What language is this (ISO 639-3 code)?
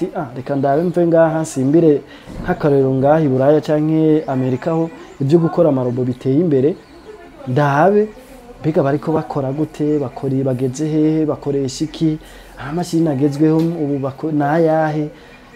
run